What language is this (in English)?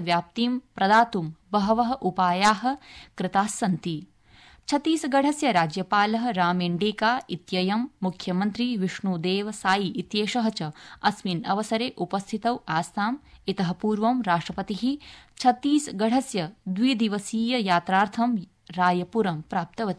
Sanskrit